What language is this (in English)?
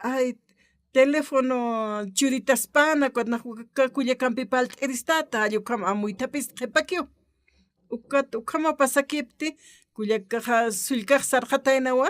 Aymara